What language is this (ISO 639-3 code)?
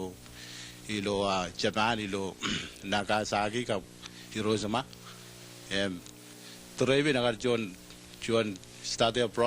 mah